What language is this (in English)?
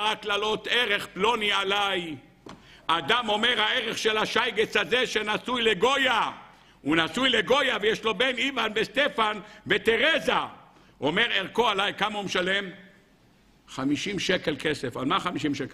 Hebrew